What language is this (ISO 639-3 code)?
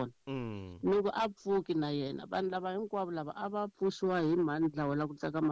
tso